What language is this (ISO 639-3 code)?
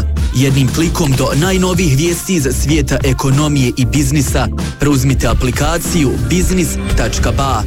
bos